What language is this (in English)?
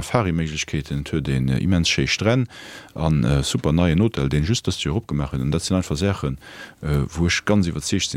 Luxembourgish